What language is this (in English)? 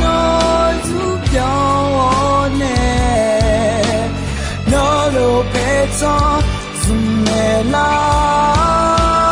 Akha